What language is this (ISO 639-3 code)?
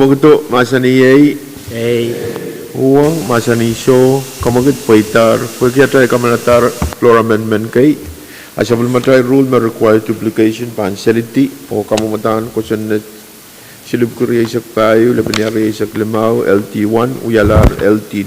pon